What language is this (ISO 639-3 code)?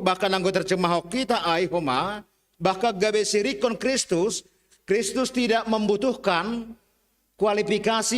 bts